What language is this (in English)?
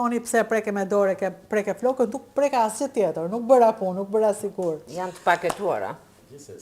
Albanian